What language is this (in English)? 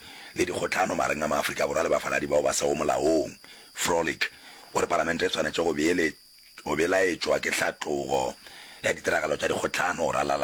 Northern Sotho